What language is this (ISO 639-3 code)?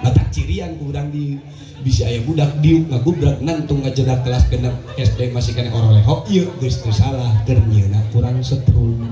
sun